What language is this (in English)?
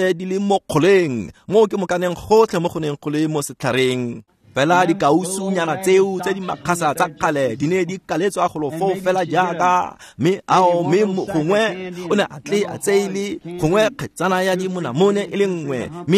Tswana